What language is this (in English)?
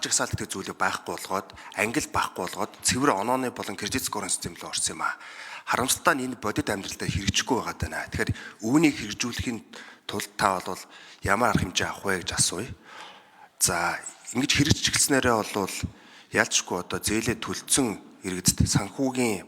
Mongolian